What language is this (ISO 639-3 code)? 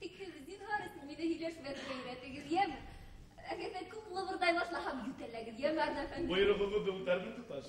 bak